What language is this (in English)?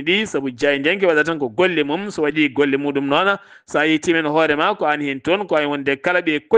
Fula